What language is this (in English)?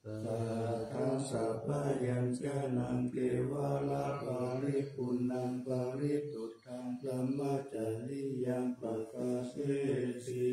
Pali